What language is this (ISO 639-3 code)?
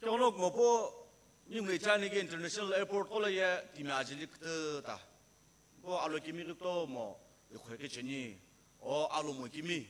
nsm